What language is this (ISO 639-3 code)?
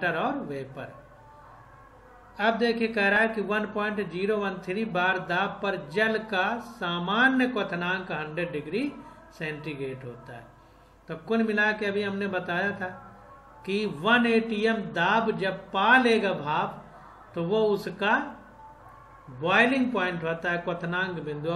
hin